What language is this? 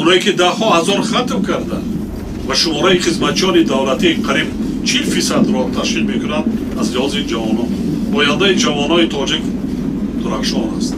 Tajik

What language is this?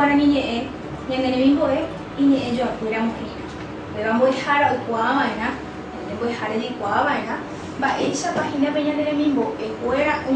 Guarani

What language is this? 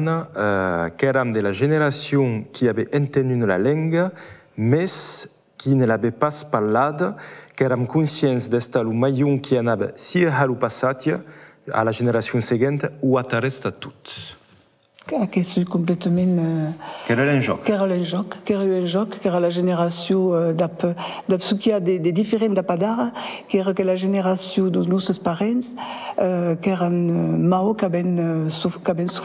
Occitan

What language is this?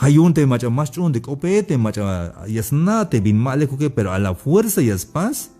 Tzeltal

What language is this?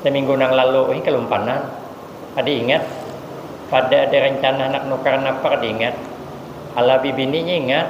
Banjar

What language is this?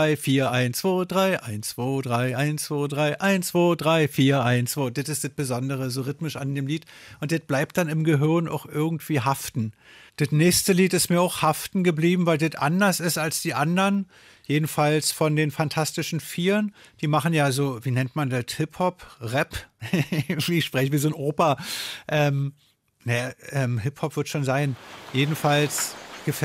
German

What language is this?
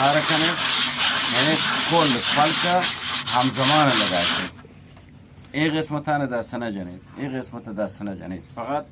Eastern Balochi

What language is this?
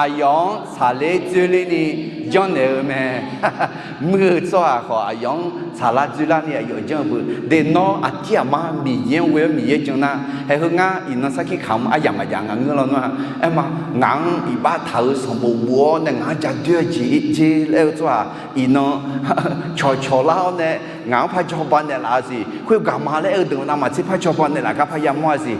Akha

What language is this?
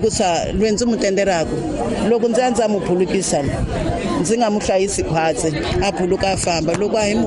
Tsonga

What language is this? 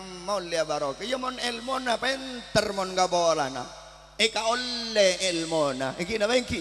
Madurese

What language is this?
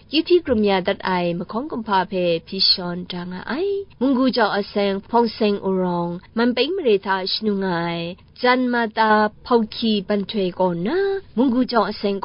Kachin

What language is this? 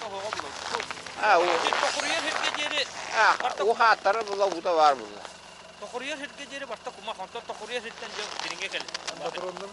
Yakut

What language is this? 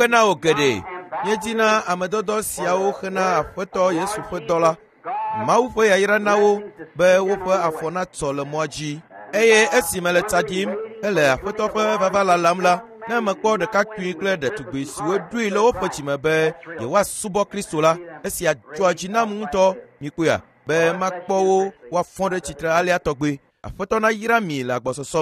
Ewe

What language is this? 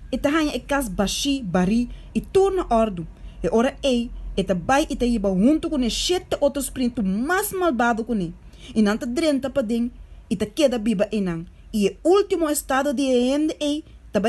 Papiamento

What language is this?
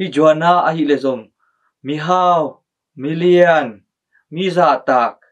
Tedim Chin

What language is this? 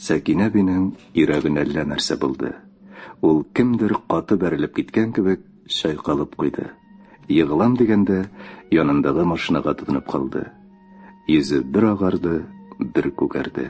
Tatar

